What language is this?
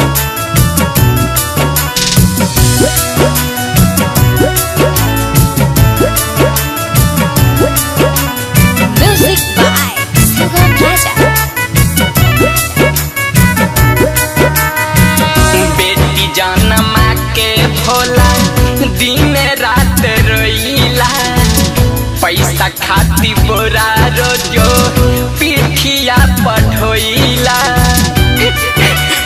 Bhojpuri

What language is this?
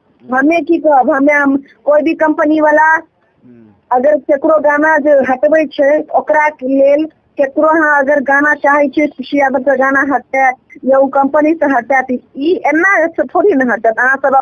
Maithili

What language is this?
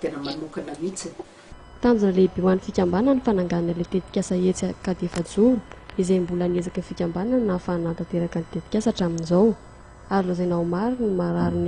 Malagasy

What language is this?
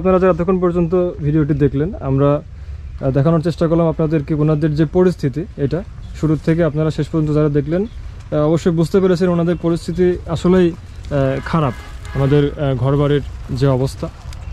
Bangla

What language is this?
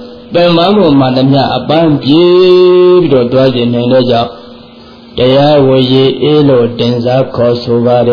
Burmese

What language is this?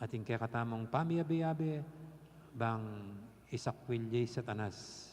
Pampanga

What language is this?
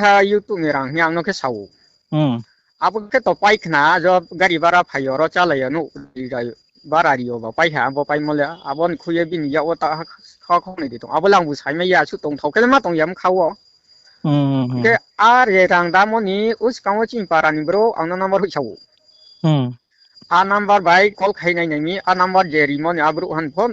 Riang (India)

